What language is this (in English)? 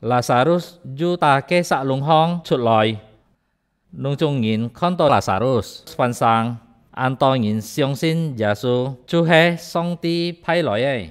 Hakka Chinese